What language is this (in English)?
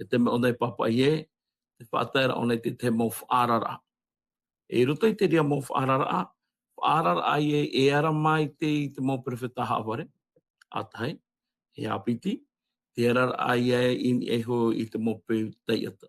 Tahitian